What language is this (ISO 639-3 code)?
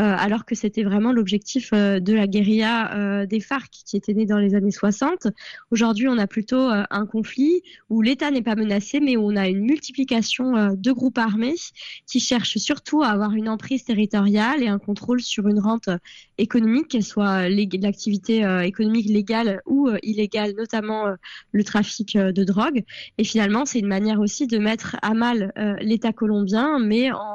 fra